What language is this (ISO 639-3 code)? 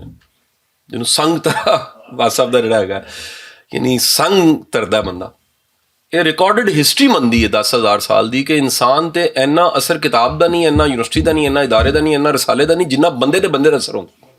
lah